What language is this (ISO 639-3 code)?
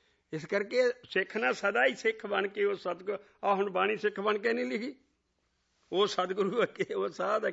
pan